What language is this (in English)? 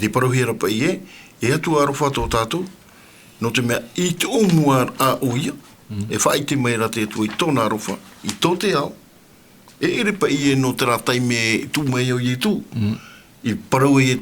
Tahitian